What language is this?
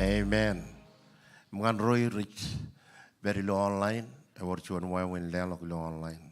Marshallese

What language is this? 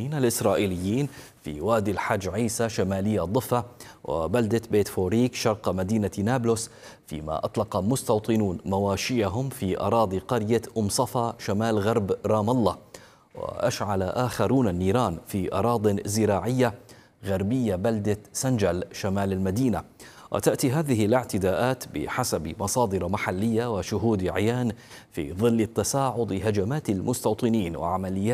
Arabic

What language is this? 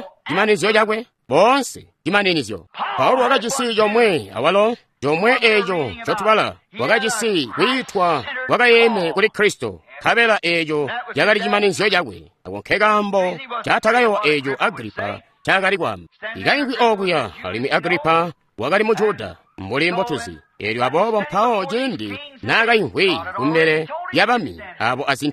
Tonga (Zambia)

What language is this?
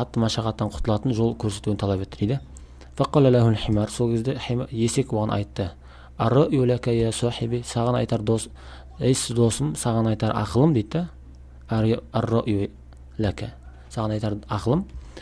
Kazakh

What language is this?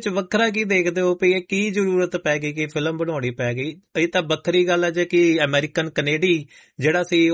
Punjabi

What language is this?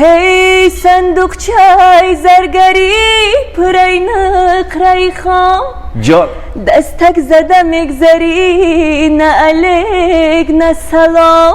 Tajik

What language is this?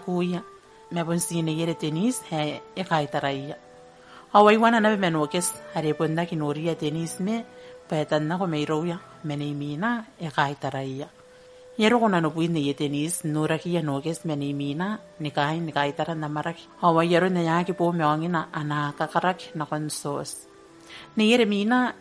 Gilbertese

